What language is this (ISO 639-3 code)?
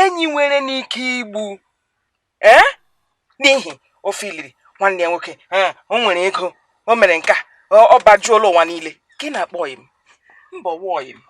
ibo